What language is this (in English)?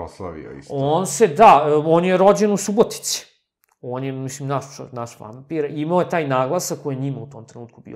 Serbian